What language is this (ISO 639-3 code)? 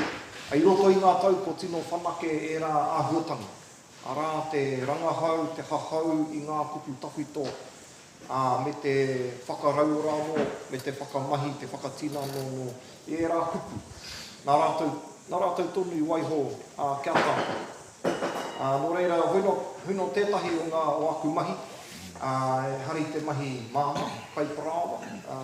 mri